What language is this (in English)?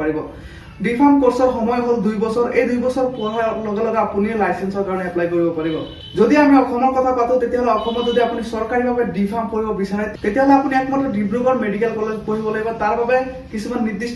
Assamese